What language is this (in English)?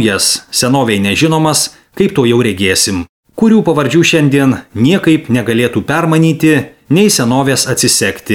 Lithuanian